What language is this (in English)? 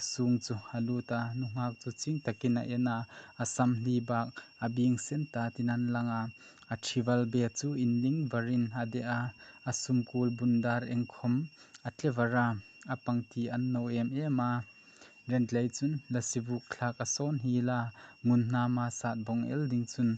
Hmar